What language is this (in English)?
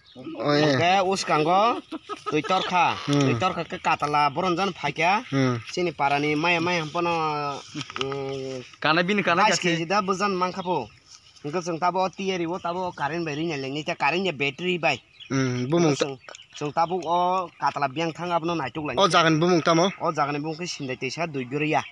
Kok Borok